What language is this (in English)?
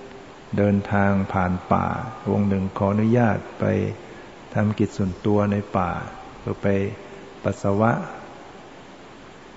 Thai